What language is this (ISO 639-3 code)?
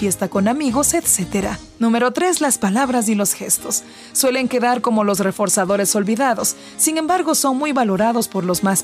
spa